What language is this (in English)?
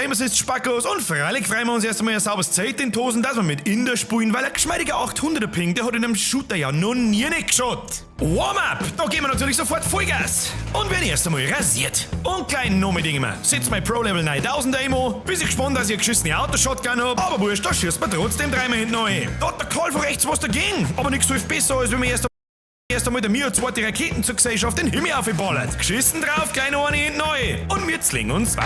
Bavarian